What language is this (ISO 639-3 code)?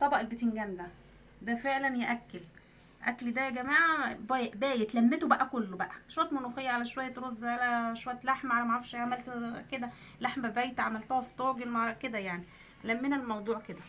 arz